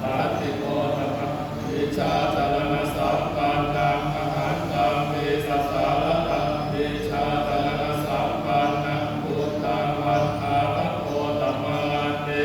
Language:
Pali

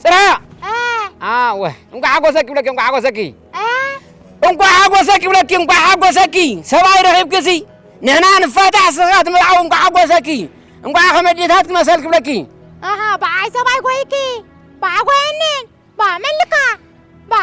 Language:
Tigrinya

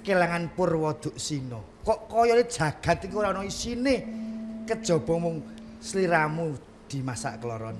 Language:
Javanese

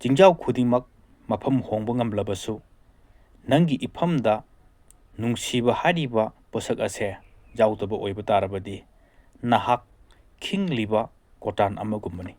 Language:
Manipuri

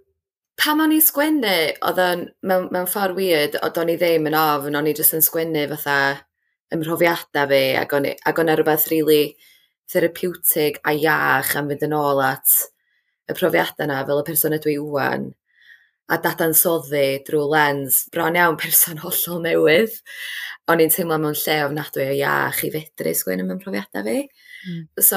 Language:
Welsh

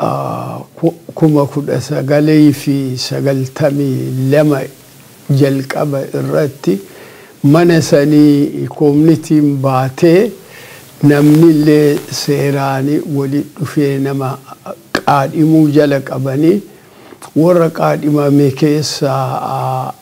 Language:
Oromo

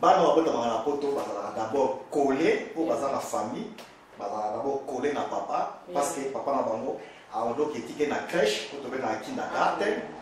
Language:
Lingala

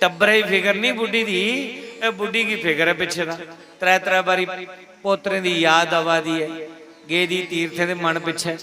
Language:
Dogri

